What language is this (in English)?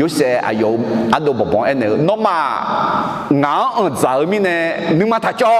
Akha